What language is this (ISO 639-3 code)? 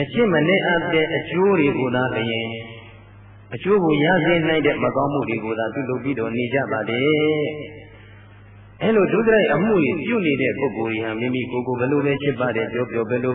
mya